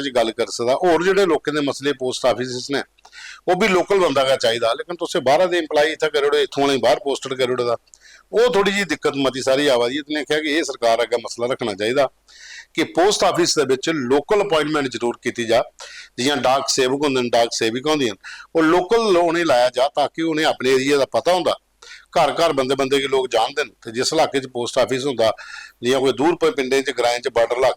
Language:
Dogri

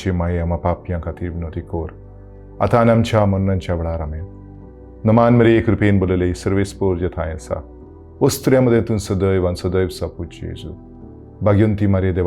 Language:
Konkani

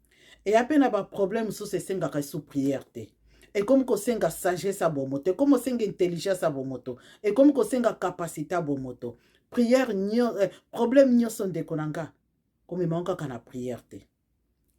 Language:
Lingala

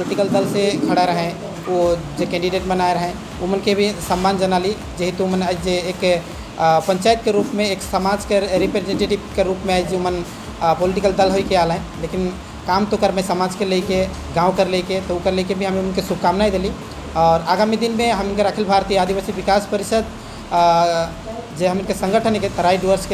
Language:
Sadri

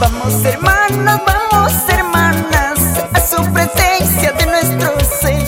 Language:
Quechua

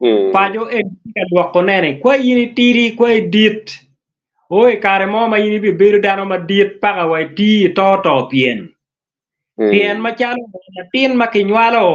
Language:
Acoli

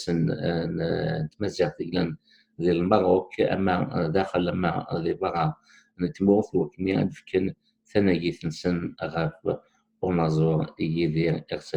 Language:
Kabyle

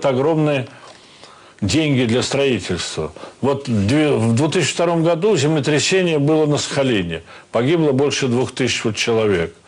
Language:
Russian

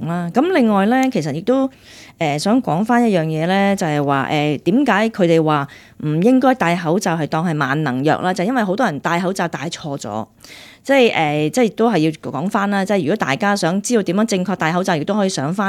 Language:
Cantonese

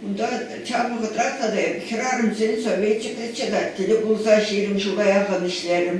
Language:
Chuvash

